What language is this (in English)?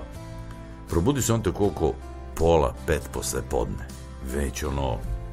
Serbian